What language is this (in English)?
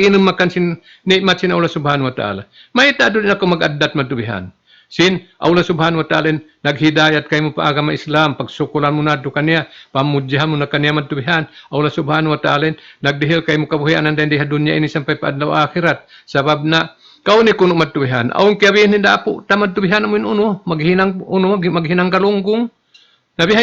Tausug